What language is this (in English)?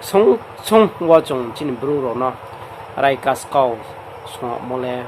Riang (India)